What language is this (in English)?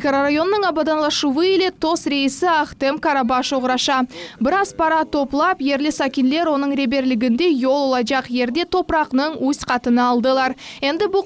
Crimean Tatar